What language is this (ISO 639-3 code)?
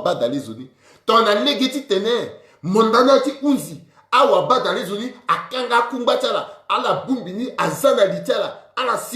sag